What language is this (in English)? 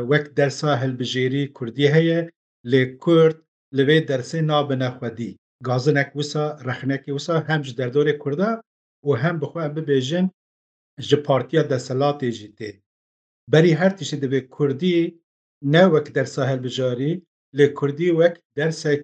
Kurdish